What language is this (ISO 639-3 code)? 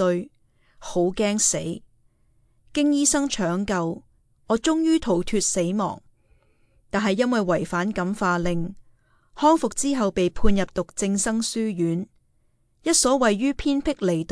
yue